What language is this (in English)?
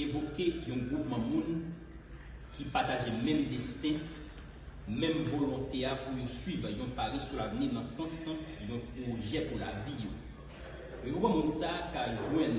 Haitian Creole